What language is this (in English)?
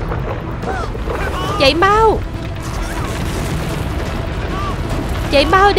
Vietnamese